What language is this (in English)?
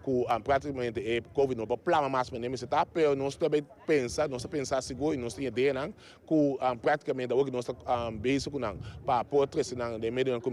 Papiamento